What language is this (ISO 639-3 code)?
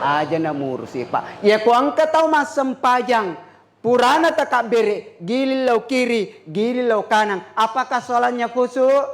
bug